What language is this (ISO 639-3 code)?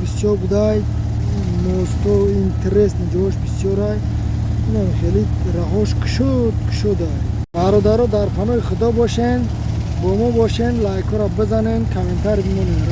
tgk